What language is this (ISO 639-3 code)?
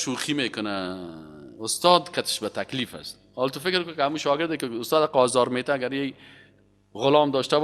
fas